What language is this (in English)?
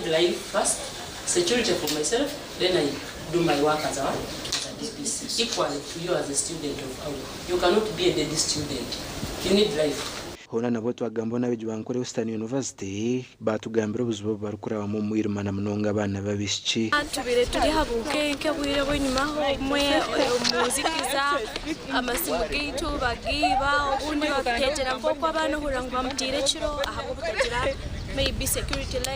Nyankole